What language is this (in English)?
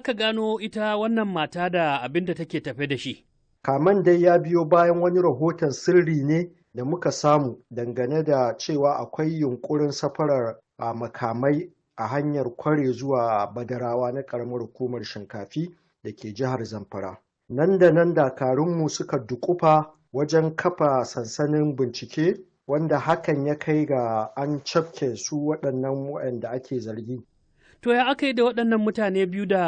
Hausa